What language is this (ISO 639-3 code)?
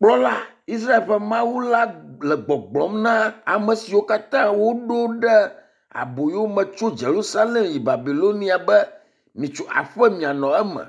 ewe